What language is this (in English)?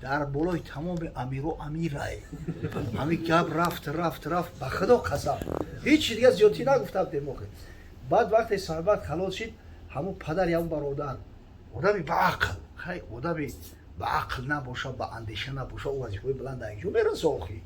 Tajik